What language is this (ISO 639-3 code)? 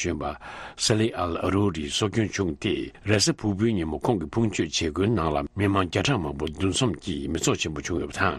bod